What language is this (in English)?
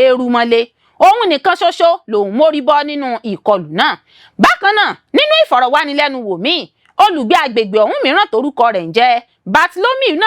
Yoruba